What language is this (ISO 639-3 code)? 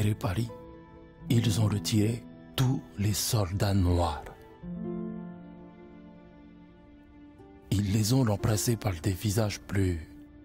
fra